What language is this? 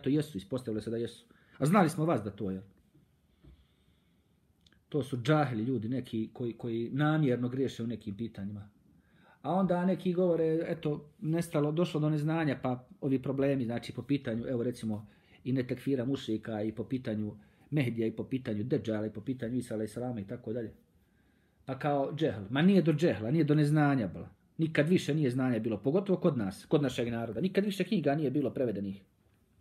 Bosnian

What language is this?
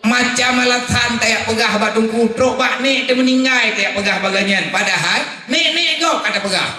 Achinese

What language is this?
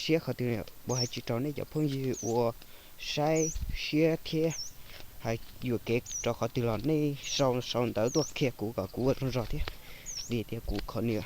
Hmong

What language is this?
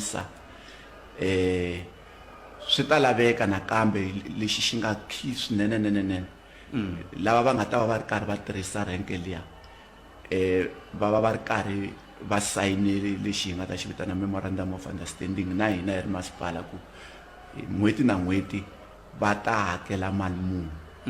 Tsonga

